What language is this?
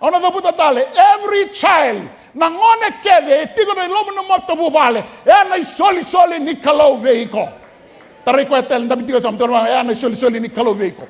Fijian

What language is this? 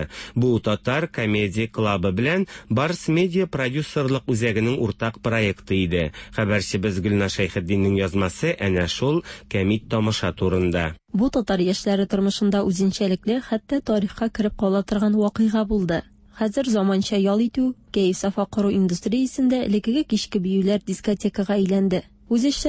Tatar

